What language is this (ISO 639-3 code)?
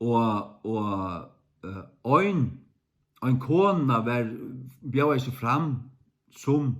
fao